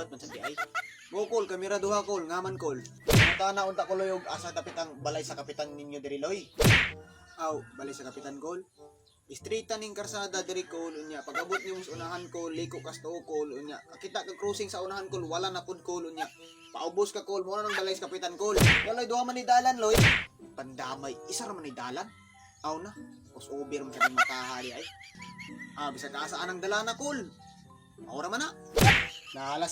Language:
Cebuano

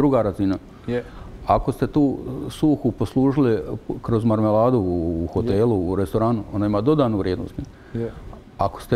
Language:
Croatian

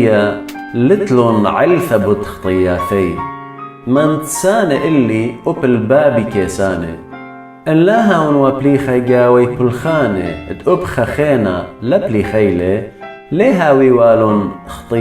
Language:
Assyrian Neo-Aramaic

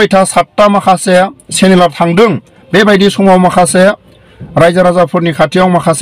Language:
Bodo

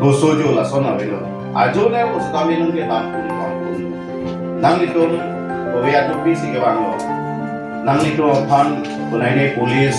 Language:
Karbi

